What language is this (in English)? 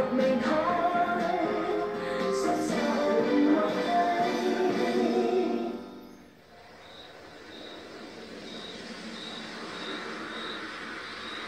Vietnamese